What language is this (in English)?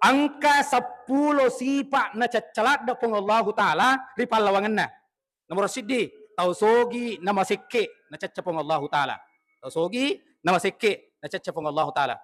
Buginese